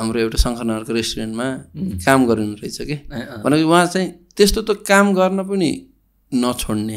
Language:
Nepali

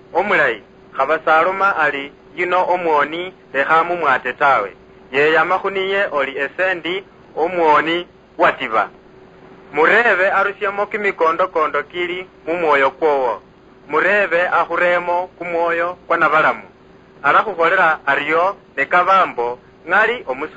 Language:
Luyia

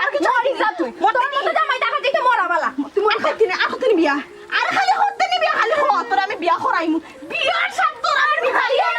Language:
Sylheti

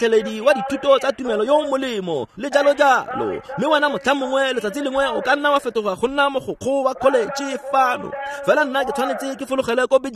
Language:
Tswana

